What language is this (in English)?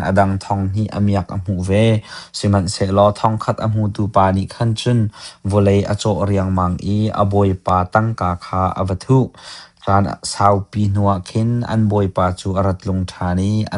Hakha Chin